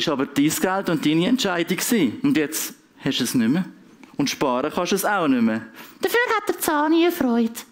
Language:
Swiss German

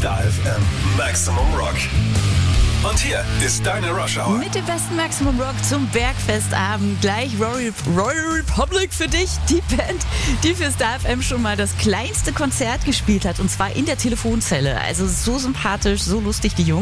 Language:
German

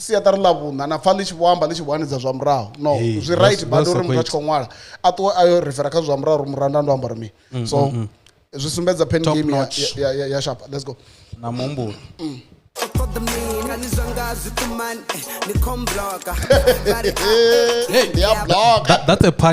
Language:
Venda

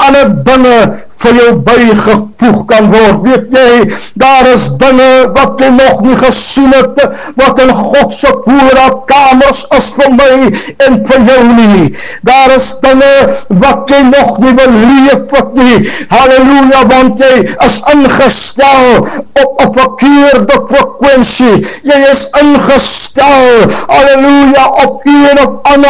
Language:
Afrikaans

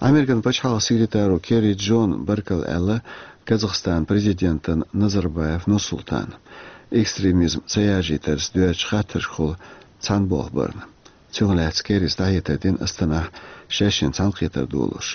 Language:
Chechen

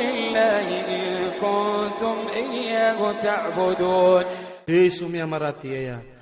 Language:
Iranun (Philippines)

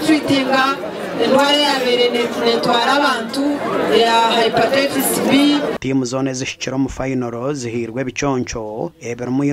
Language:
Nyankole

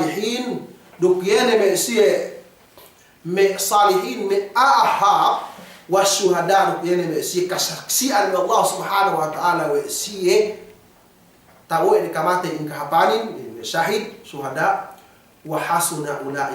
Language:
Yakan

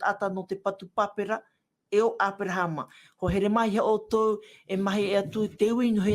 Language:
Tahitian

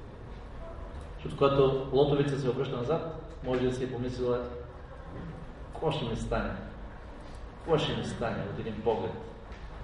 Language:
Bulgarian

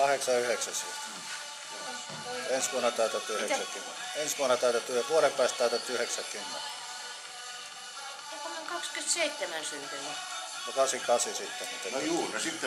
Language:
Finnish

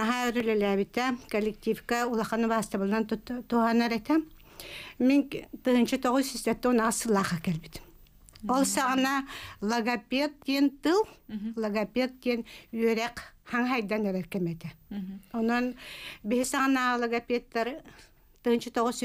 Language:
Yakut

